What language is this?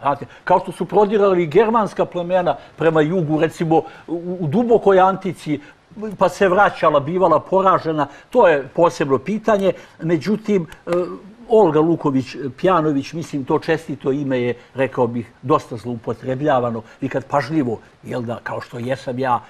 Serbian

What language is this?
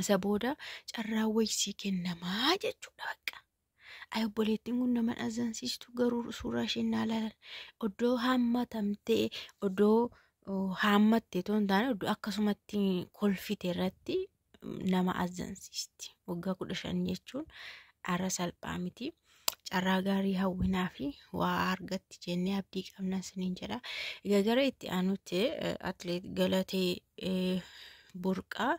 Oromo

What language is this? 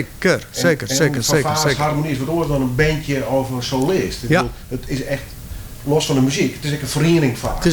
Western Frisian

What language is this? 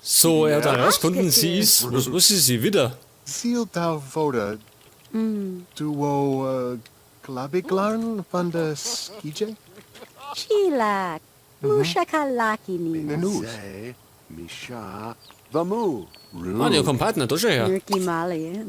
Bavarian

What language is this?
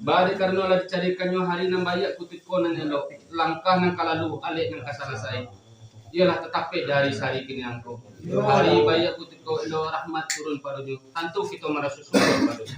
Minangkabau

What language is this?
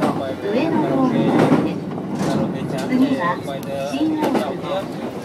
Japanese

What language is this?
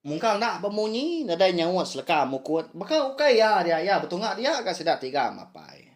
Iban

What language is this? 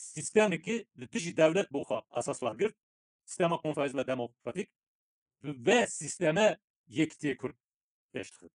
Kurdish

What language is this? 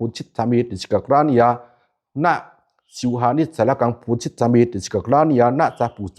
Pali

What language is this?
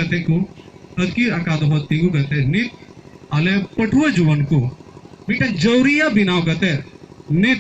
Santali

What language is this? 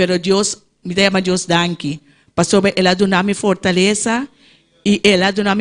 Papiamento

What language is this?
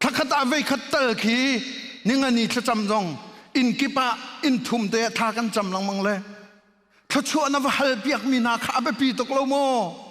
Hakha Chin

